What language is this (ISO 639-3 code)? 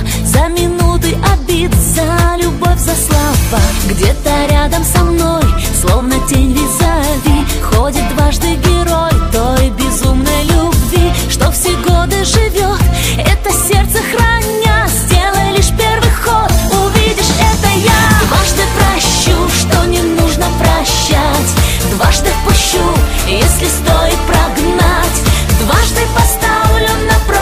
rus